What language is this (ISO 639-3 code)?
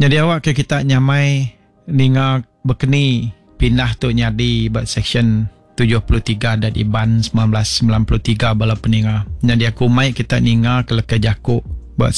iba